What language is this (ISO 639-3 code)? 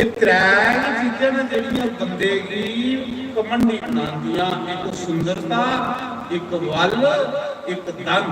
doi